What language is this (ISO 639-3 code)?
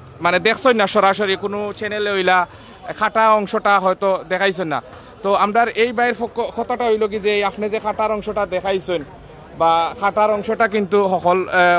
syl